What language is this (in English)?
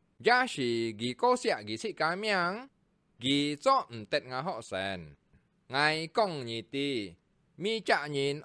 Hakka Chinese